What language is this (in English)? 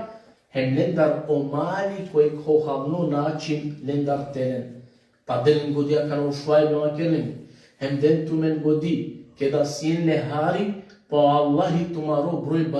Balkan Romani